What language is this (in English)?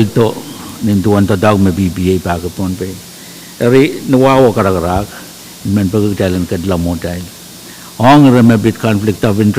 Pohnpeian